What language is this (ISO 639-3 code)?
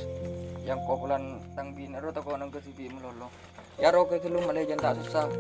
mad